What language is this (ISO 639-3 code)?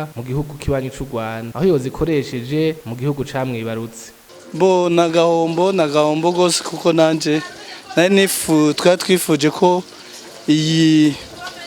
run